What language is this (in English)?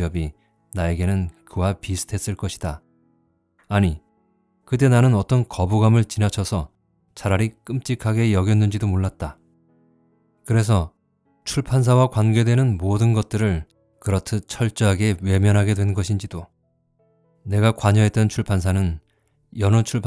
Korean